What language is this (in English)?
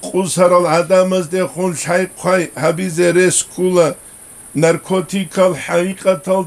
Avaric